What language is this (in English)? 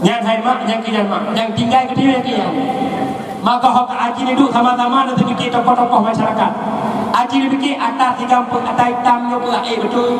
Achinese